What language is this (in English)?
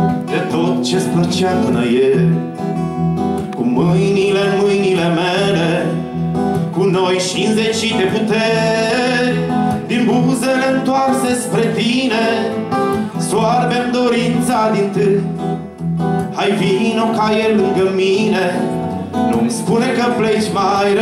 Romanian